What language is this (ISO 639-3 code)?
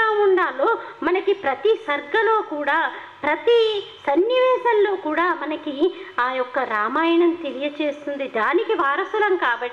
tel